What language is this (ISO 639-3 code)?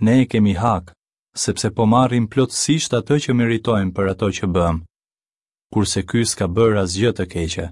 sqi